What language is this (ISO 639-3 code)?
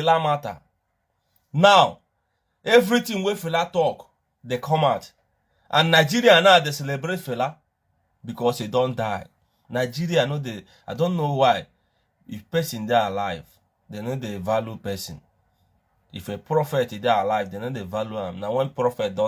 pcm